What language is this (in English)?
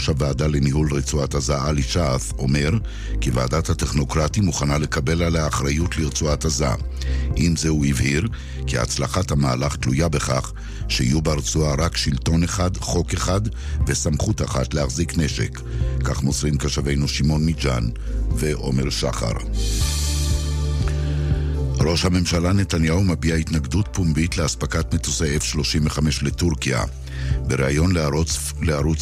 Hebrew